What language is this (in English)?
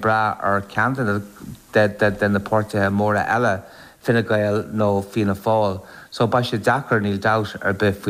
Irish